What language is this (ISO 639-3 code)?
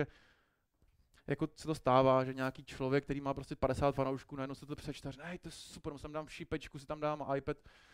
ces